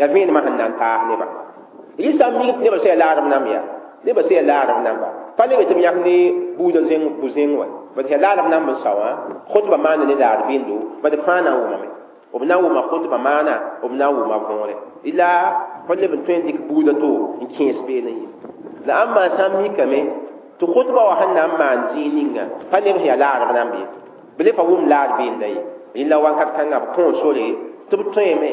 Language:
Mossi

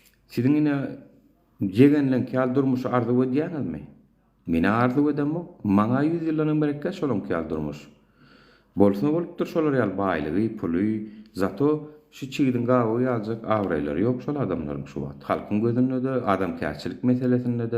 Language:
Turkmen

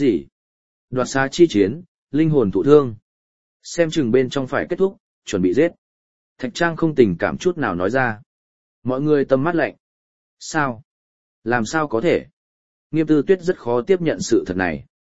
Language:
Vietnamese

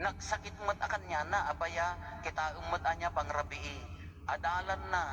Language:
Iloko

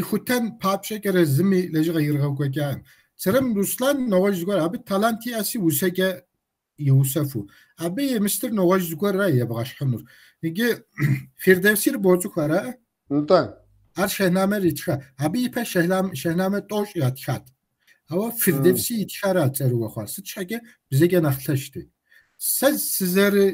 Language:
Kabardian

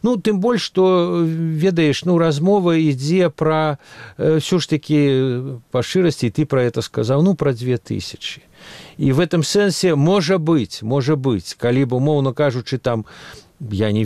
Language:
Belarusian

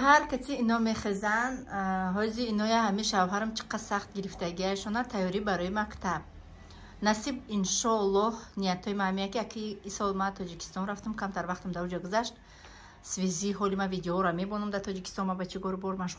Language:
Tajik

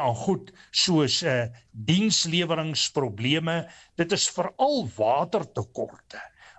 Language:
Afrikaans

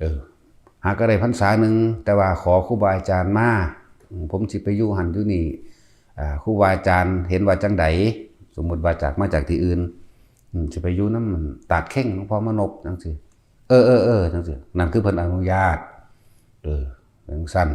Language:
Northeastern Thai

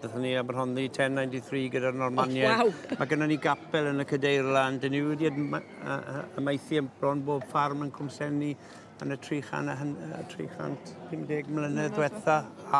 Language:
Welsh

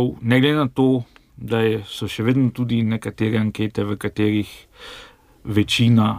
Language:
Slovenian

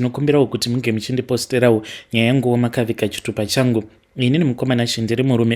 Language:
Shona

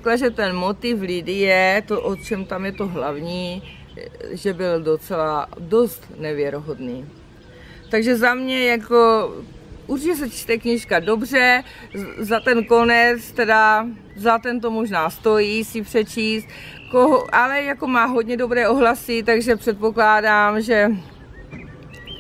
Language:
Czech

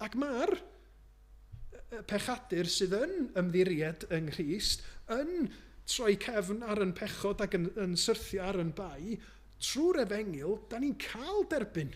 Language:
Welsh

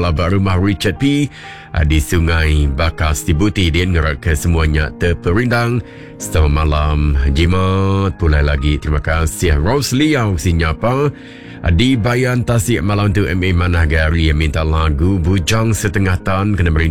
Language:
Iban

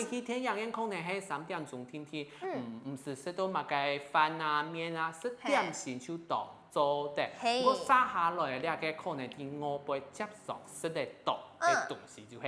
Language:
Hakka Chinese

